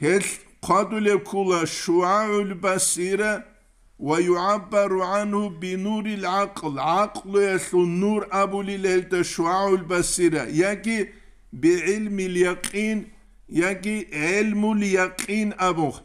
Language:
Avaric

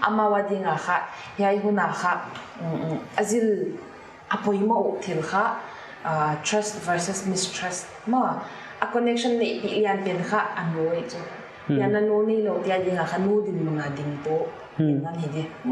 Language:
Paite Chin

